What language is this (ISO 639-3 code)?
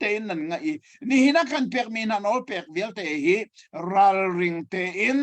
cnh